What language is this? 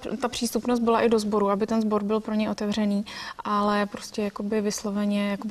Czech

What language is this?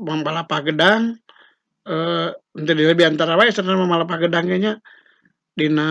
Sundanese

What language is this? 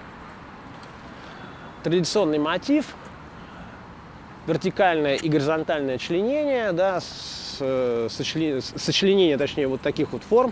Russian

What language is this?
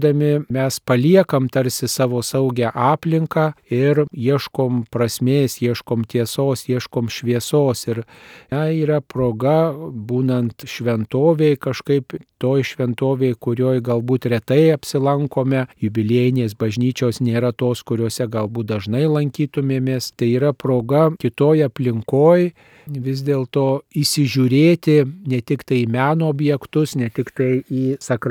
Lithuanian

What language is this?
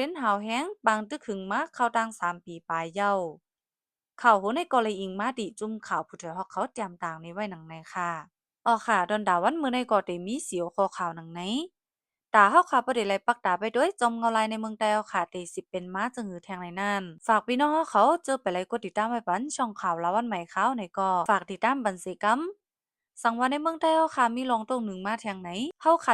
Shan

